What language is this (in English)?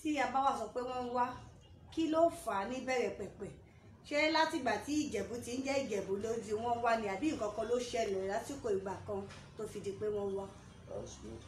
Yoruba